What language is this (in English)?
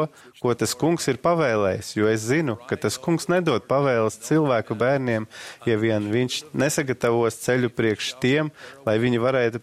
Latvian